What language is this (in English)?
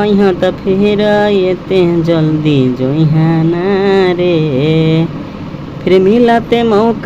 Magahi